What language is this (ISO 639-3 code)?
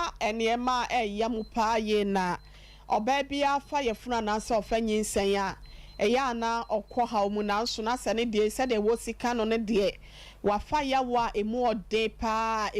aka